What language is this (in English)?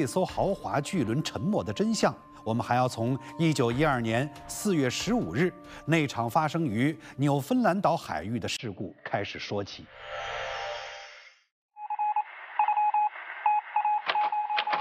Chinese